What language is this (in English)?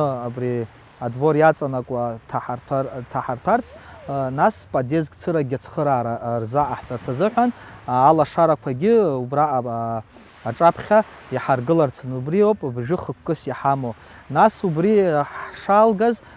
Abkhazian